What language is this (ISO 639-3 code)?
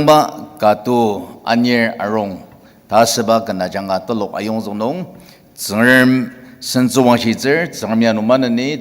njo